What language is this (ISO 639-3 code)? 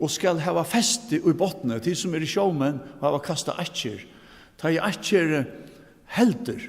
fao